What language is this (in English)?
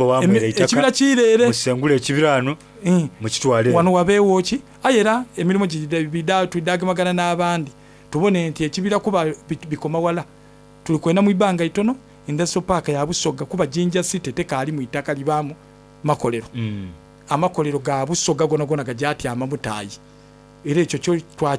Soga